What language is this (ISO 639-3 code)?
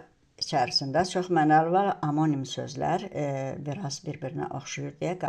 aze